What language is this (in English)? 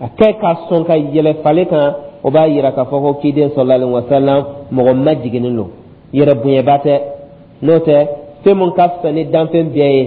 Dyula